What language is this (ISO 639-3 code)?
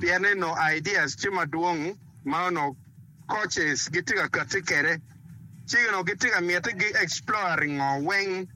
ach